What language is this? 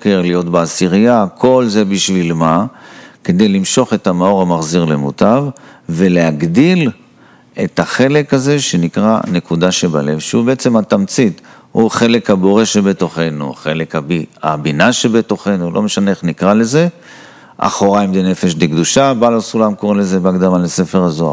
Hebrew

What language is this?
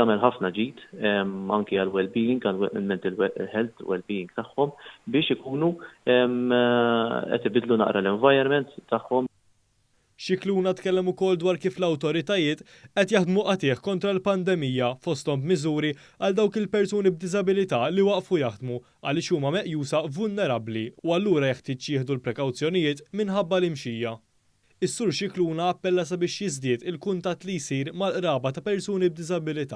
Maltese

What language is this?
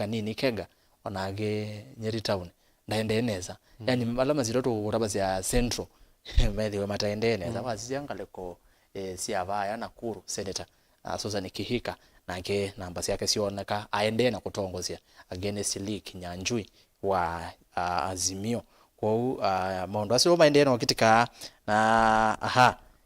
Kamba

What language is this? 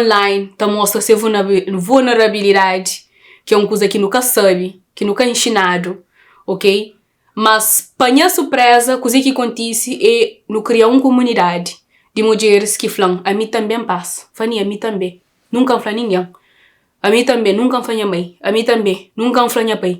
Kabuverdianu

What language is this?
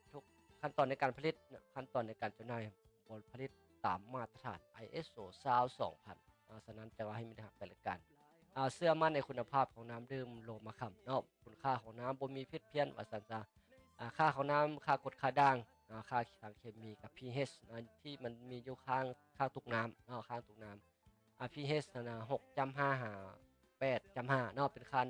Lao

